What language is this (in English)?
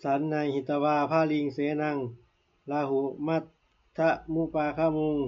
Pali